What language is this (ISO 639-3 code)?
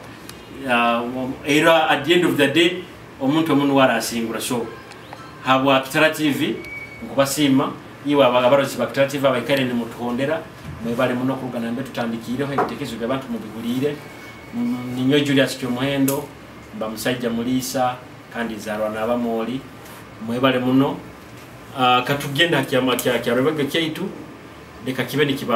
nyo